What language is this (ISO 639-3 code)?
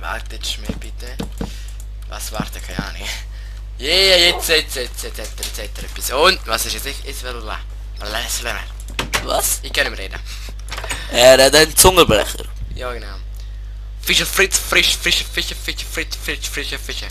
gsw